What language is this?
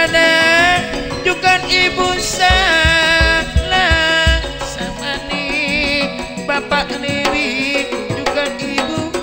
Madurese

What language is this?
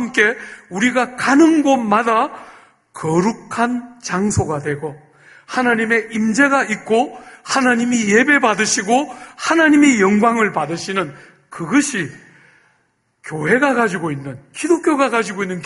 Korean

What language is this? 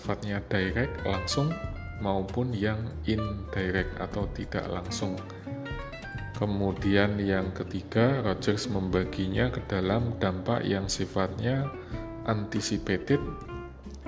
Indonesian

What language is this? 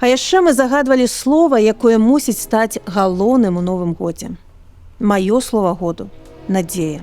Belarusian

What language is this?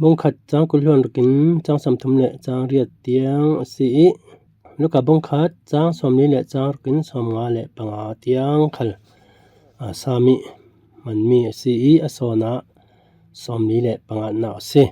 Falam Chin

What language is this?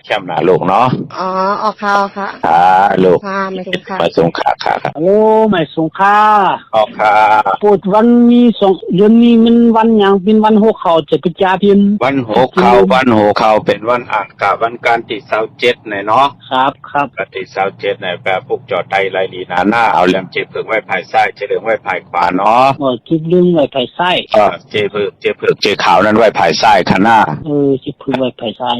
Shan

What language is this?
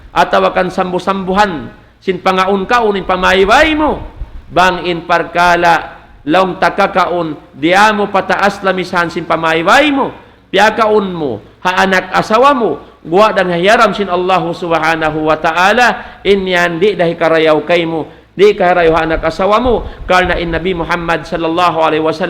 Tausug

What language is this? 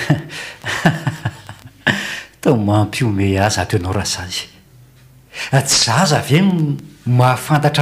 Malagasy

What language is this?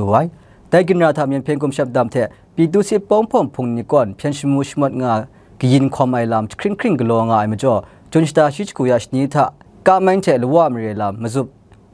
Kachin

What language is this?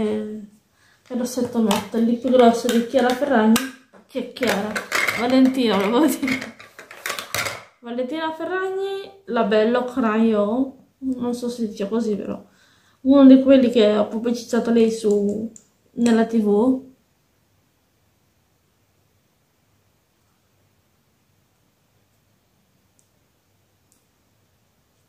Italian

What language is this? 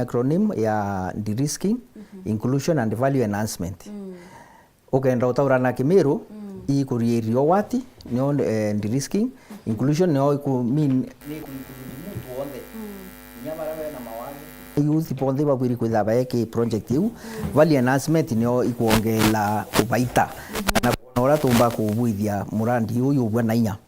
Meru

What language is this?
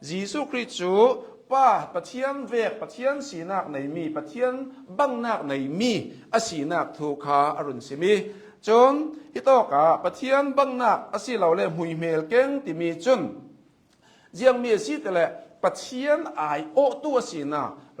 Hakha Chin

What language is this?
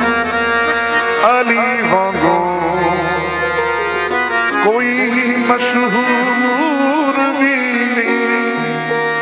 Punjabi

